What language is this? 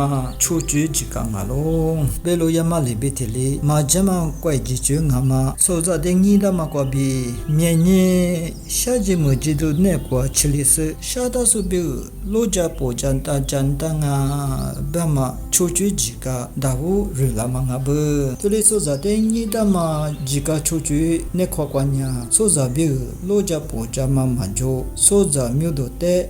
Lisu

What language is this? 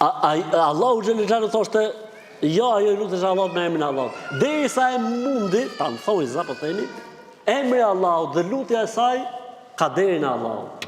Albanian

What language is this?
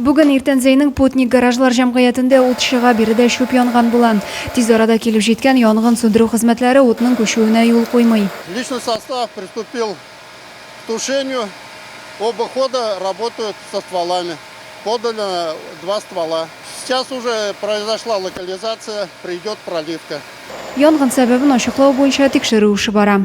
Tatar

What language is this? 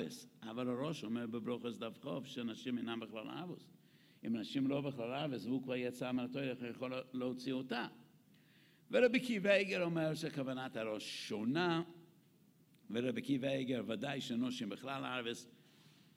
Hebrew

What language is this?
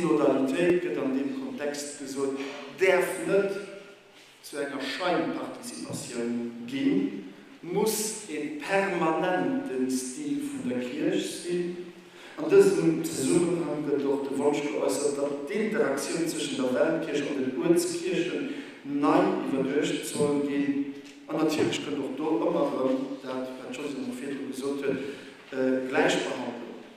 Luxembourgish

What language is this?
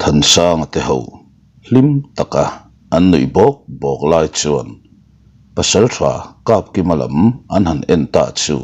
Mizo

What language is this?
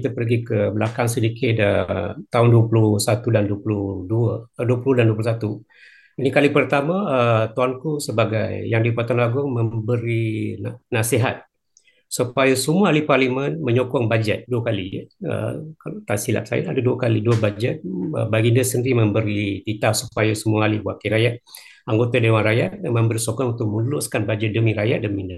Malay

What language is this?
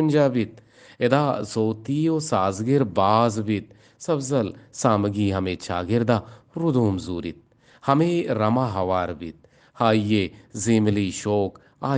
Eastern Balochi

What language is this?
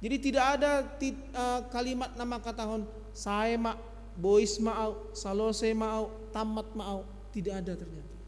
Batak Simalungun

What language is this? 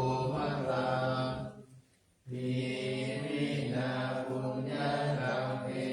Pali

